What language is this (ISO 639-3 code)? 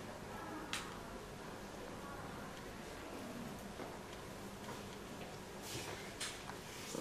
ita